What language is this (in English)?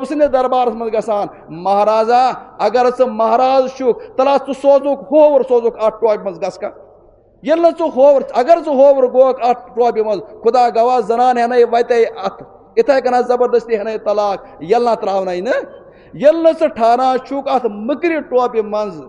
Kashmiri